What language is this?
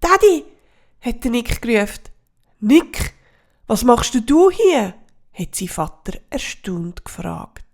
Swiss German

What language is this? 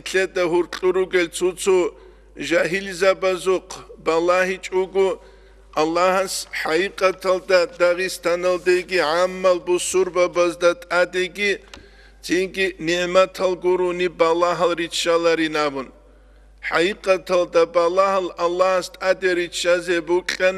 Avaric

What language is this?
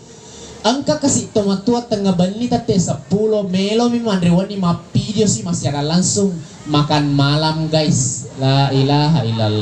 Buginese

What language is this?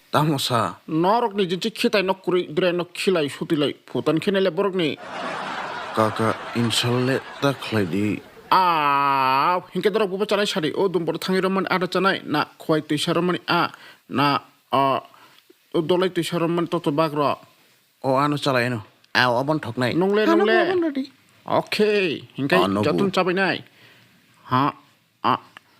Kok Borok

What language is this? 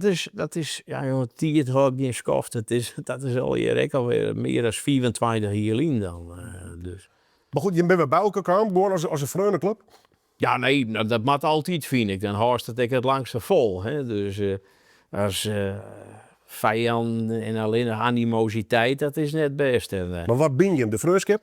Western Frisian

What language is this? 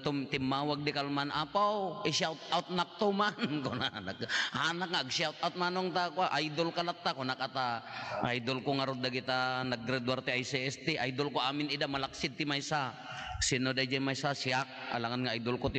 Iloko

